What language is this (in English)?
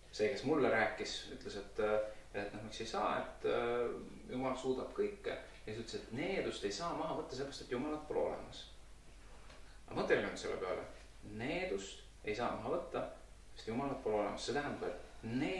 Estonian